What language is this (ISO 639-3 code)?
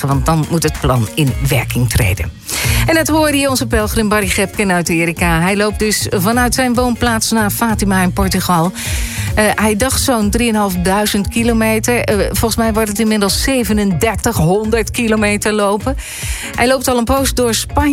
nld